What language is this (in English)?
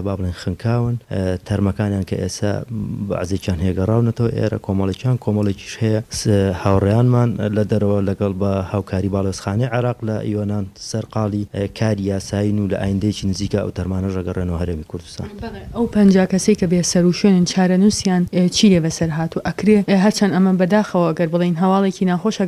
Central Kurdish